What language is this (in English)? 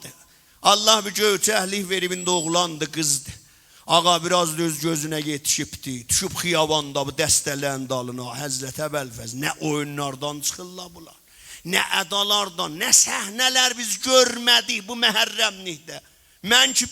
South Azerbaijani